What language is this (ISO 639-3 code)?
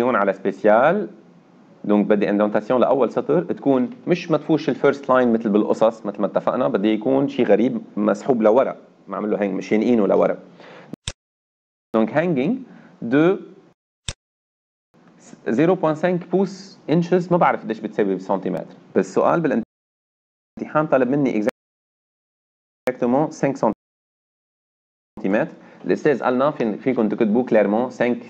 apc